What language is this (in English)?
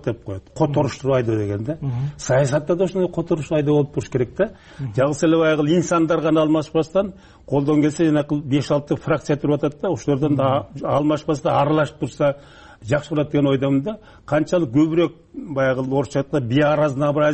Kyrgyz